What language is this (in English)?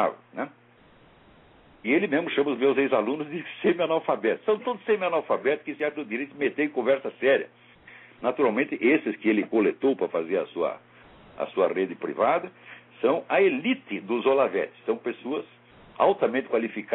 Portuguese